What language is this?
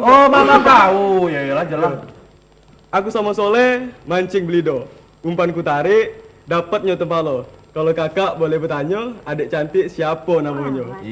Musi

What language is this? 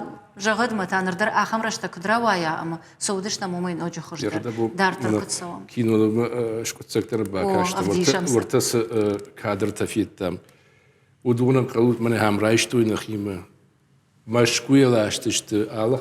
Ossetic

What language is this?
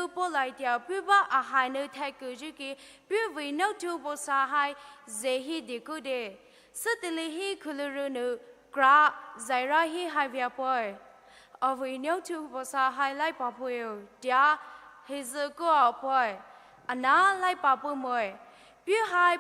Poumei Naga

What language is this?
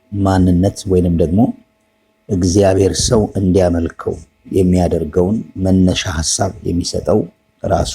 Amharic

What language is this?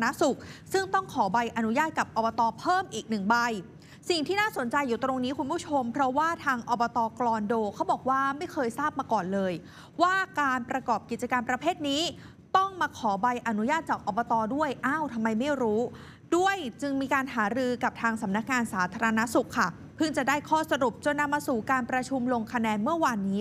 Thai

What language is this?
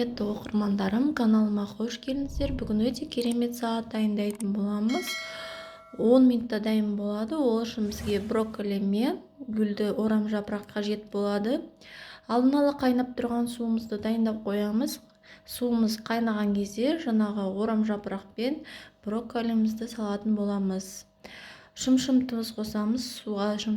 Kazakh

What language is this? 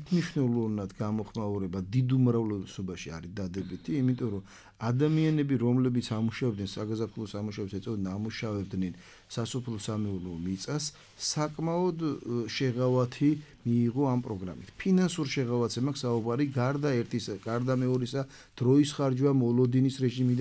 Georgian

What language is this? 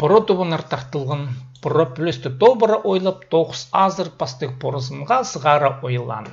Khakas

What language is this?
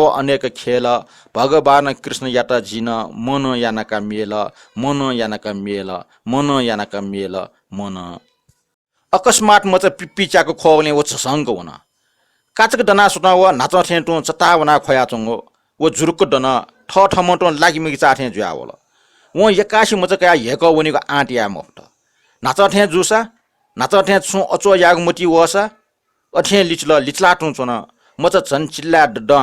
Newari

